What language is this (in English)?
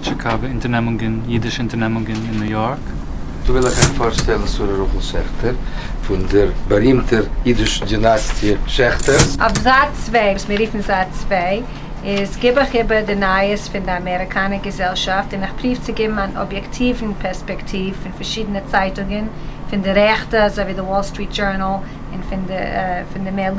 Yiddish